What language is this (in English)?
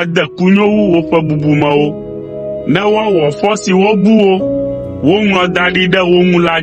Ewe